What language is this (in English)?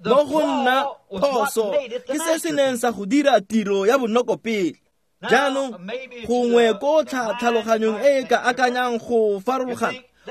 Tswana